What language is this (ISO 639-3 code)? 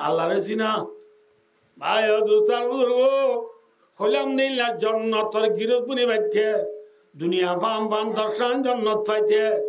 rhg